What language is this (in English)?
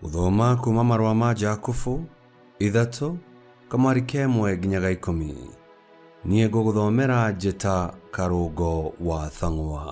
Kikuyu